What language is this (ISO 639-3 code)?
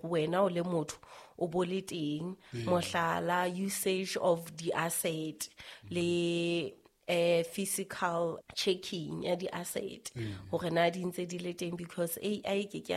sot